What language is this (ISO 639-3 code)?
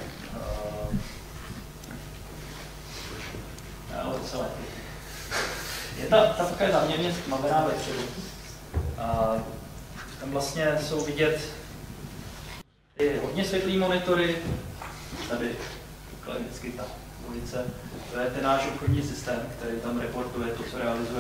ces